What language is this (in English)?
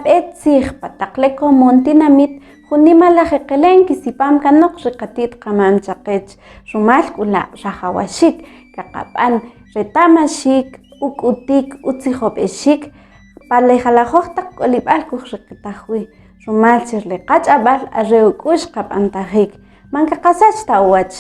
Kʼicheʼ